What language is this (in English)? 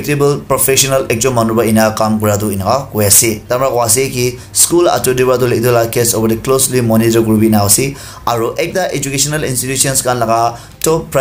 Naga Pidgin